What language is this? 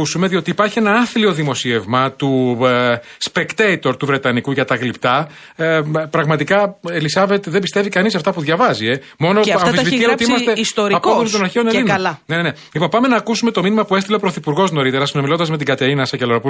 Greek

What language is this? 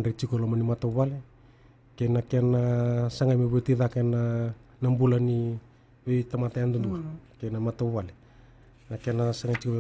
Fijian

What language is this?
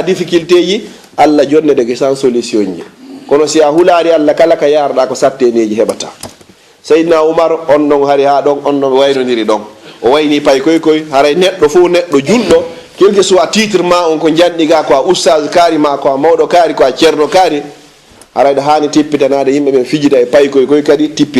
Fula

